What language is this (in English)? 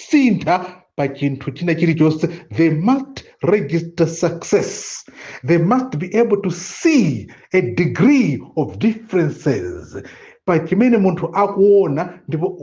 Nyanja